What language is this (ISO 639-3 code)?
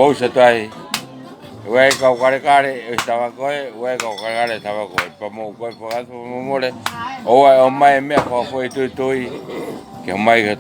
ton